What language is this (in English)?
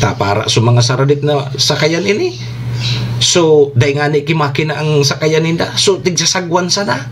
Bikol